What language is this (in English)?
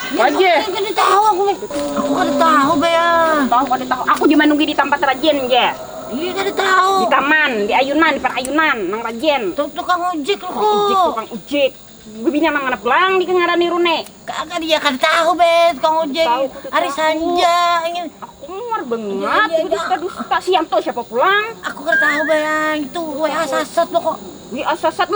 Banjar